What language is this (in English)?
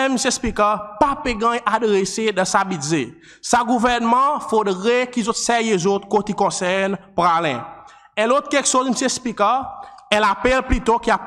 Seselwa Creole French